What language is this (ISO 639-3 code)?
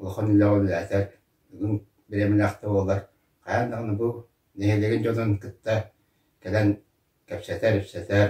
sah